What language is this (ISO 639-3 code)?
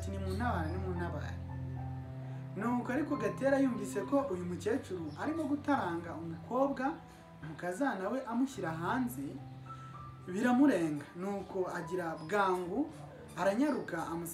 kin